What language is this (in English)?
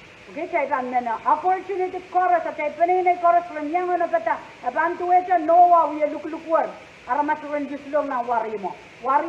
Pohnpeian